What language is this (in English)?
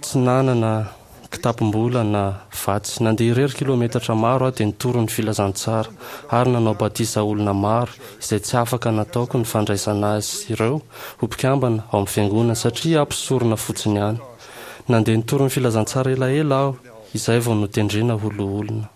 Malagasy